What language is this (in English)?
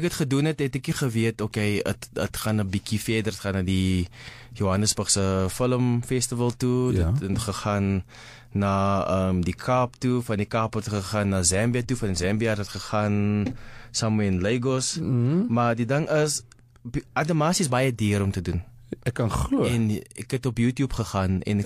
Afrikaans